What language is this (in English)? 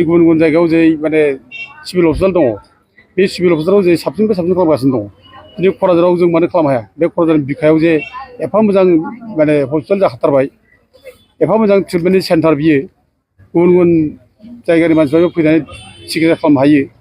Bodo